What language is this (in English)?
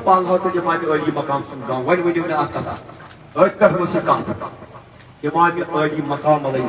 Kashmiri